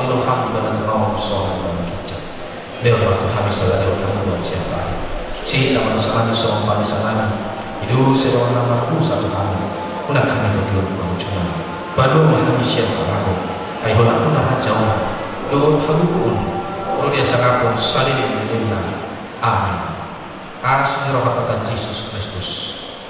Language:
Batak Toba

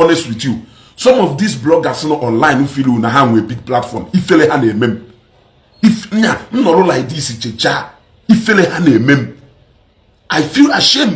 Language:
Igbo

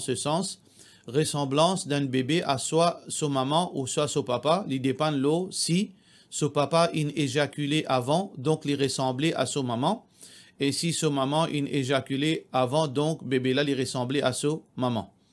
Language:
Morisyen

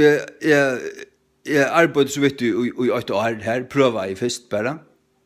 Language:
Faroese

